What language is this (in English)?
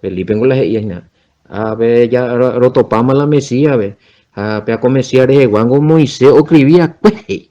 Guarani